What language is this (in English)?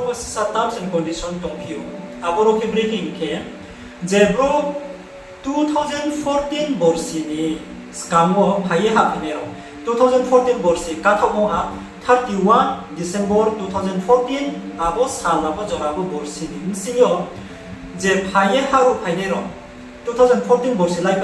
Riang (India)